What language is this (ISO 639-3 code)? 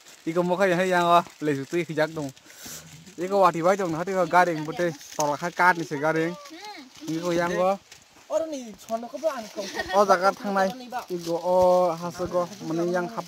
trp